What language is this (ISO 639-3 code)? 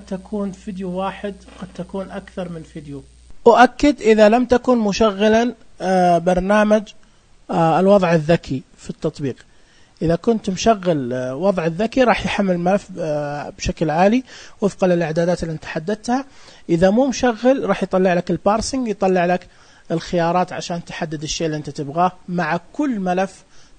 ars